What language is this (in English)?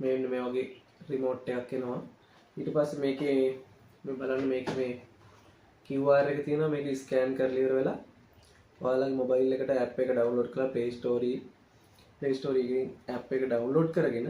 Sinhala